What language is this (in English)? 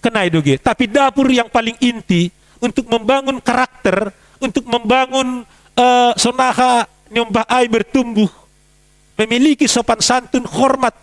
Batak Simalungun